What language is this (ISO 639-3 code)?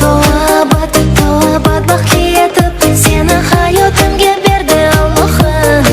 kaa